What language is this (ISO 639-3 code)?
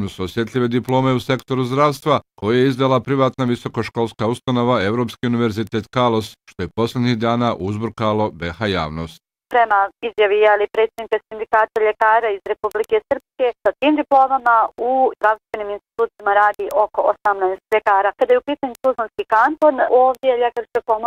bos